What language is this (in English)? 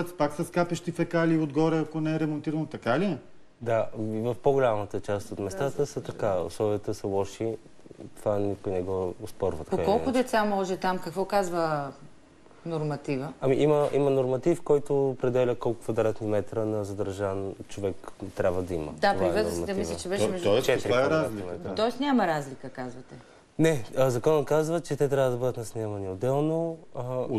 Bulgarian